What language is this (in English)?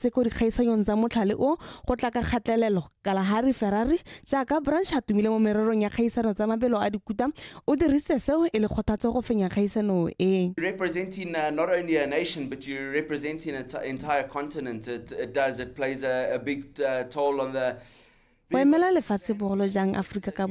Tswana